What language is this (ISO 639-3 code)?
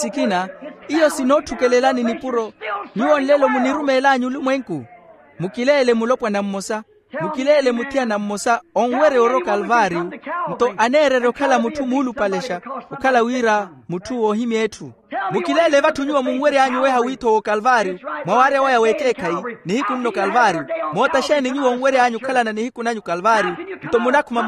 vmw